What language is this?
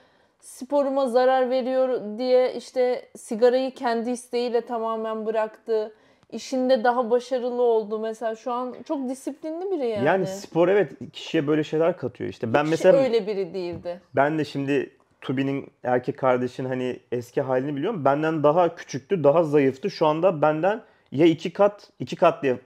Turkish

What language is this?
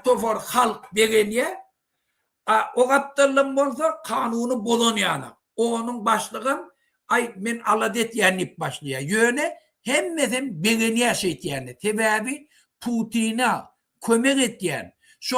Turkmen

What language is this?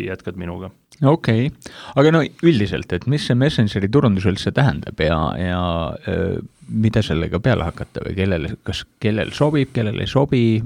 Estonian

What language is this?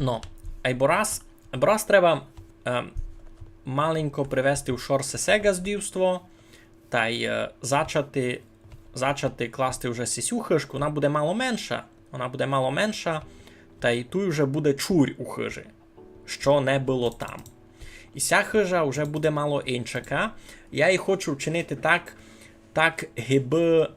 Rusyn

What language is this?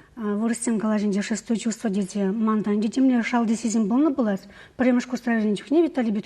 Chuvash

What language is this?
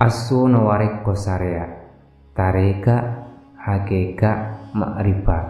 Buginese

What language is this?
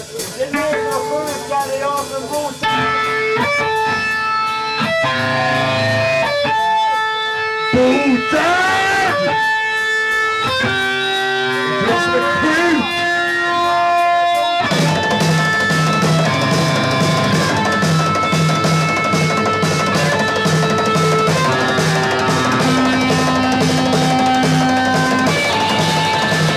Swedish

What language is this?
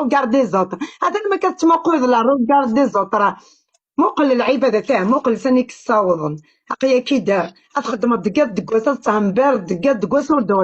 Kabyle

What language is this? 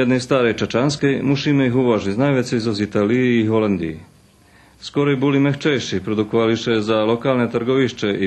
Rusyn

